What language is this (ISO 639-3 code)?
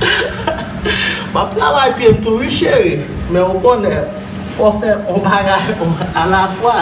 hat